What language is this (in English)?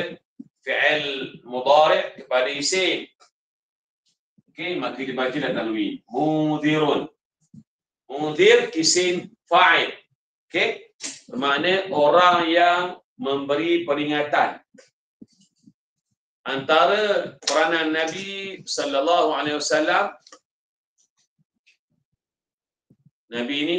Malay